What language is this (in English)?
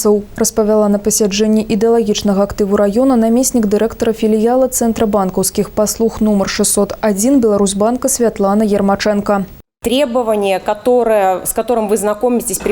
Belarusian